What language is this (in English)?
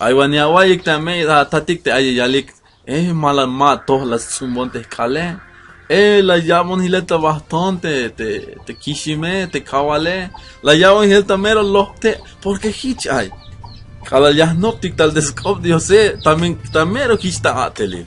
Tzeltal